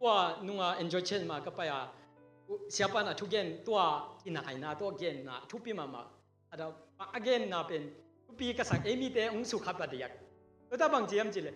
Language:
Tedim Chin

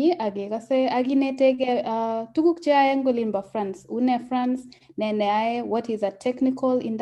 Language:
Kalenjin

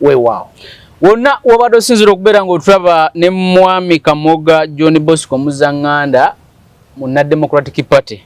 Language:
Ganda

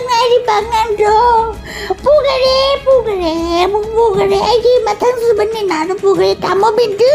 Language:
Manipuri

